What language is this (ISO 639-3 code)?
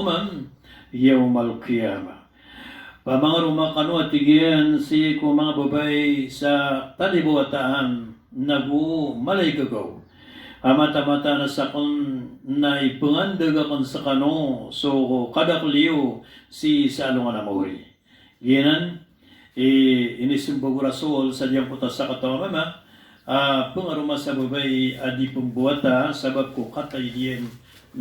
mrw